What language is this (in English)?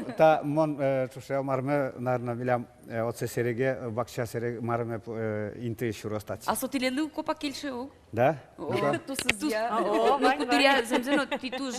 Udmurt